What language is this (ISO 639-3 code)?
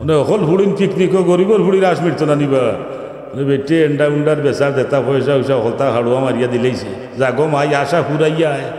syl